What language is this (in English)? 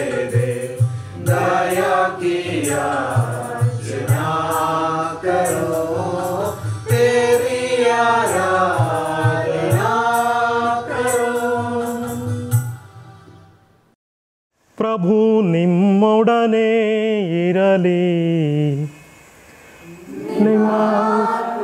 Kannada